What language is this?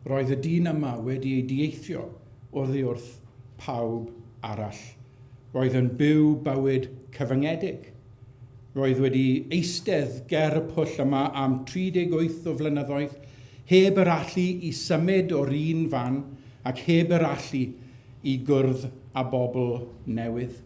Welsh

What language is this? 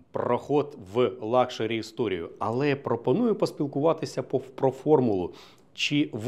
Ukrainian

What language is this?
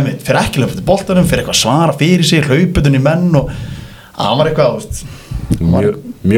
Icelandic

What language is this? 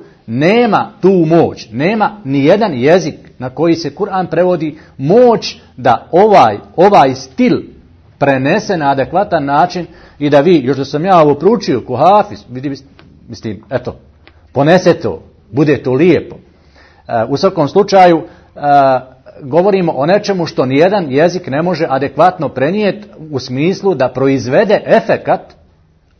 Bosnian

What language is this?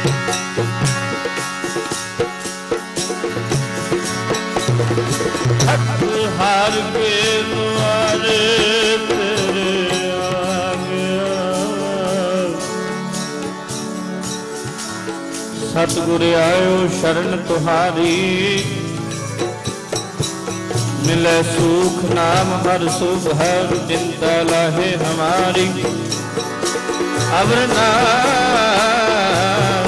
Punjabi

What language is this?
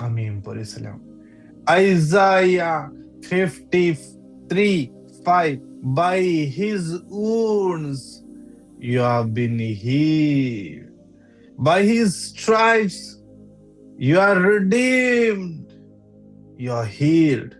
Konkani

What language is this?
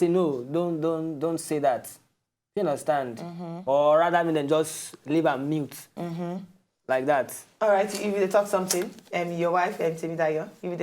Nigerian Pidgin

